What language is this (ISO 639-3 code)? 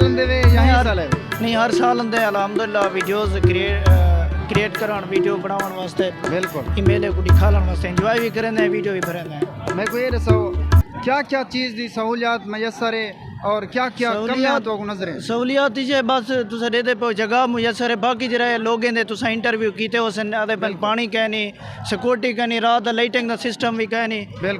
skr